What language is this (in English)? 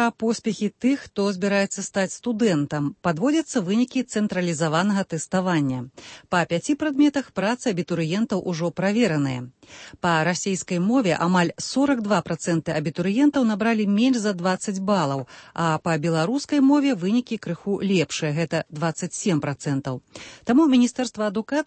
Belarusian